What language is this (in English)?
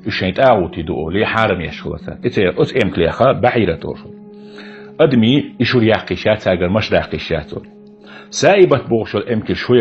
Chechen